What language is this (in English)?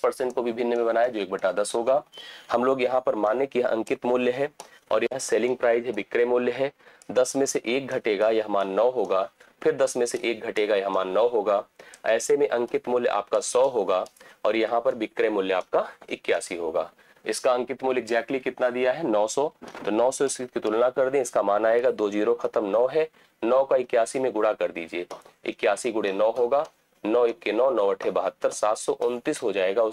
Hindi